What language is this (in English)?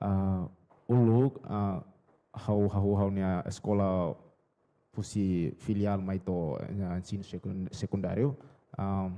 Tetum